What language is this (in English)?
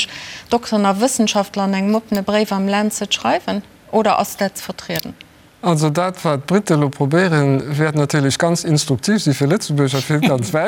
Luxembourgish